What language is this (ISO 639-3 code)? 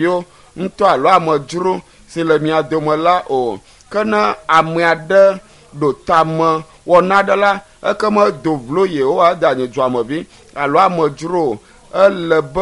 ewe